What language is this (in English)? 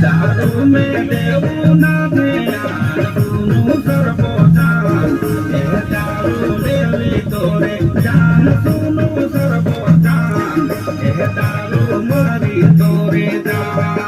Sadri